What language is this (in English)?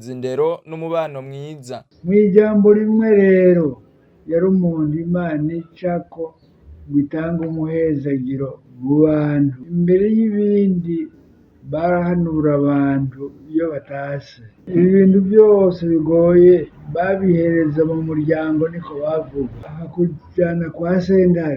Rundi